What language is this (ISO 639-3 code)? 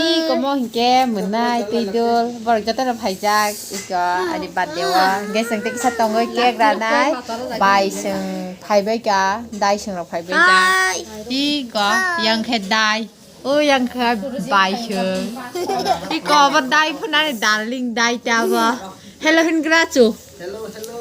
trp